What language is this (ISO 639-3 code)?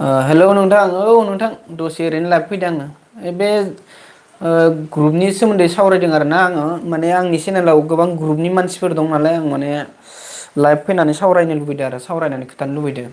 brx